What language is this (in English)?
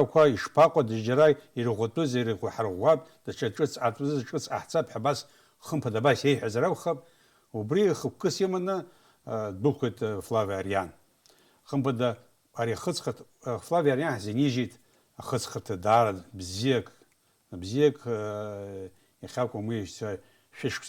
Abkhazian